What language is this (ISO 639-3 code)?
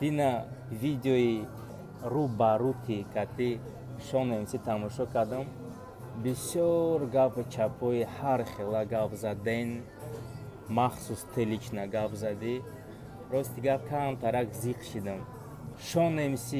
tgk